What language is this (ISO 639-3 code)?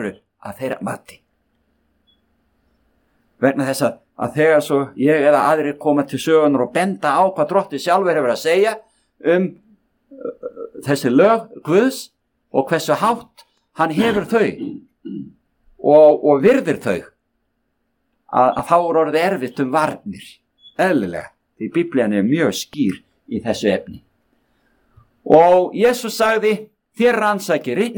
isl